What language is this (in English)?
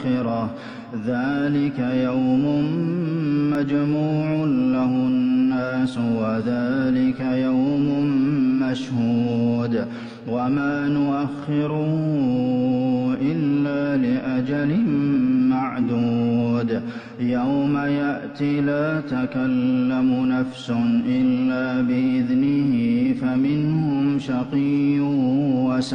Arabic